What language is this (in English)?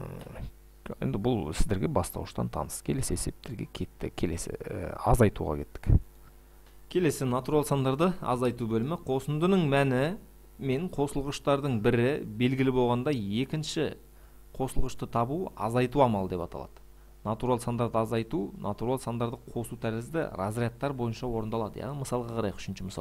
Kazakh